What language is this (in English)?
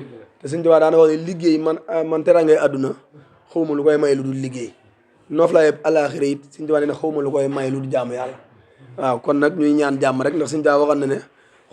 Wolof